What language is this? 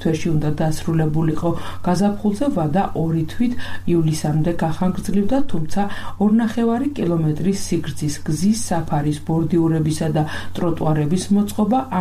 Georgian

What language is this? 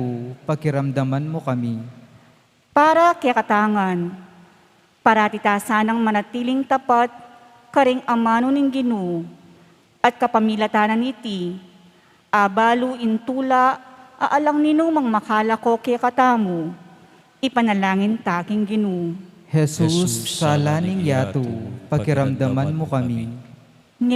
Pampanga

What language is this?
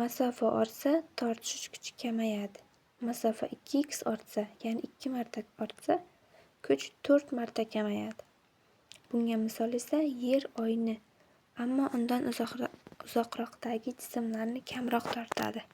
Uzbek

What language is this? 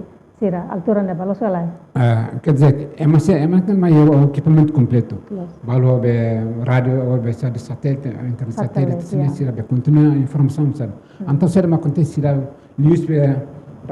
Tetum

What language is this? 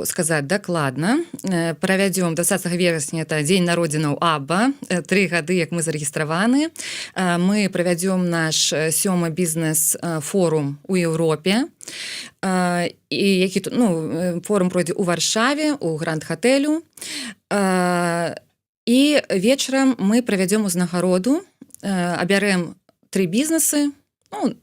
Belarusian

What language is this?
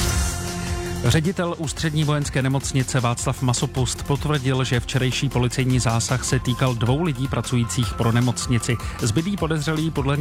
Czech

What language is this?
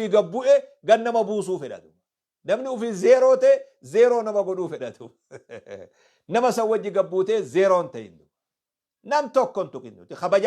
Oromo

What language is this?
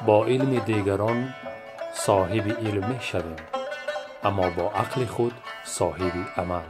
Tajik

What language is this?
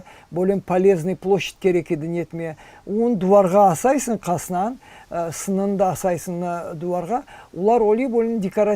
Crimean Tatar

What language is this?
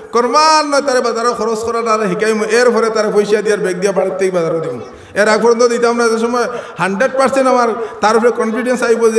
Sylheti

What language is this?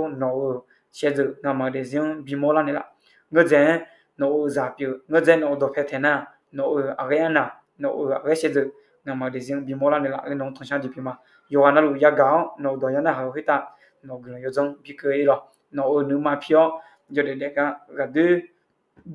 Akha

